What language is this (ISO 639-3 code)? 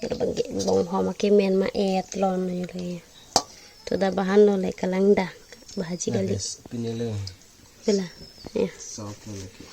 mjw